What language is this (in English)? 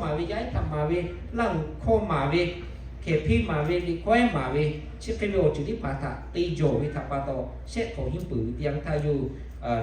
Lahu